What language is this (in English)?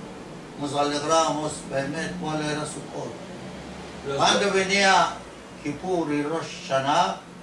Ladino